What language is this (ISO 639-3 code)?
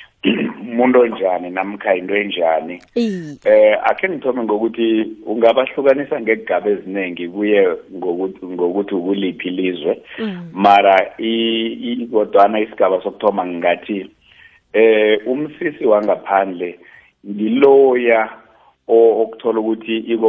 nbl